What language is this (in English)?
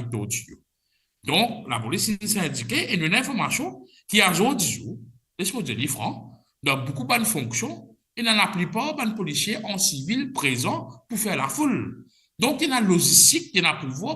Morisyen